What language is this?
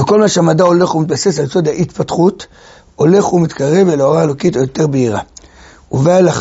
Hebrew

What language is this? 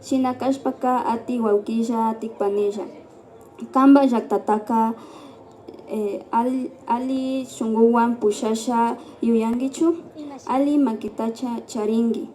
Imbabura Highland Quichua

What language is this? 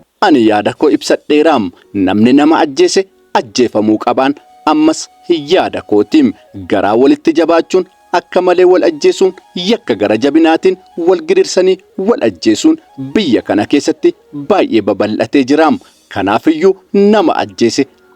Oromo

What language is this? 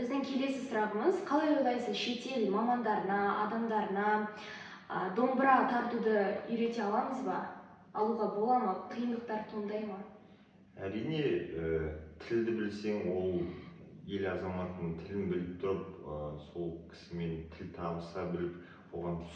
Kazakh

